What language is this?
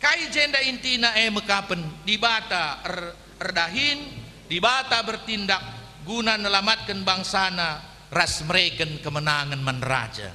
Batak Karo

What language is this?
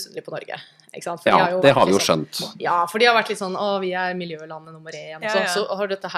Norwegian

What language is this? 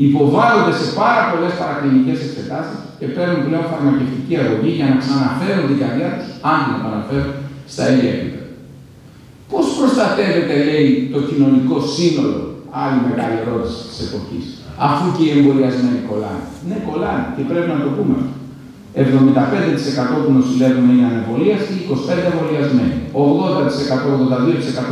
Greek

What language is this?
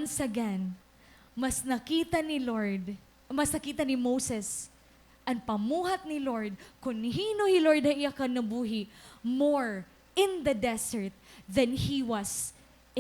Waray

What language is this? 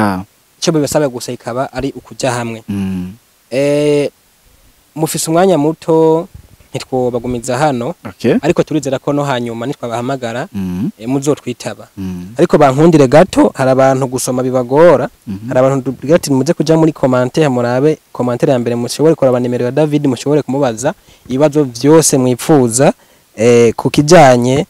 Rundi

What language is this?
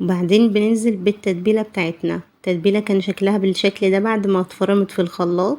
Egyptian Arabic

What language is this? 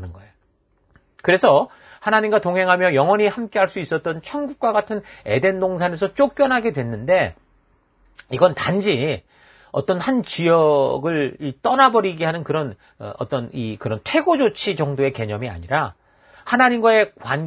Korean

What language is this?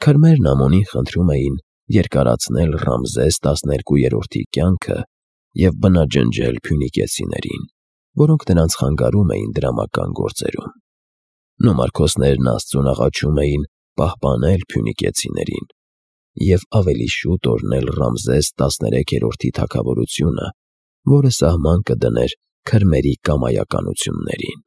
Armenian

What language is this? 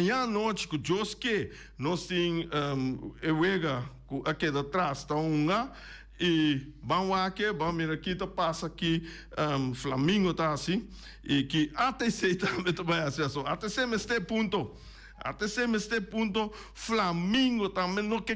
Papiamento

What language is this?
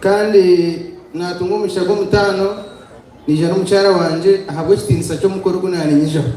Nyankole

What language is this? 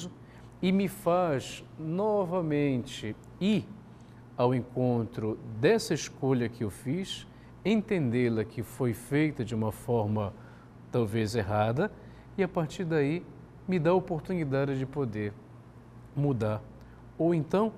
Portuguese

